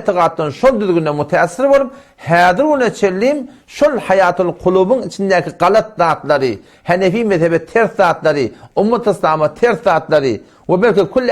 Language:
Turkmen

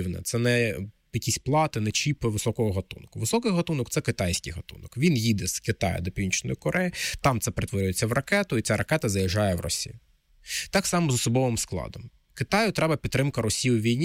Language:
Ukrainian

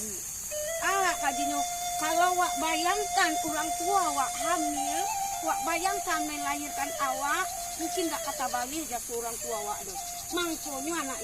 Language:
Minangkabau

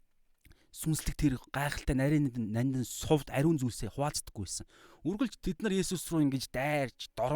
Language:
Mongolian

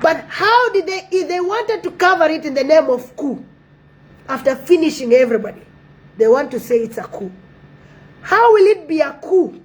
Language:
Nuer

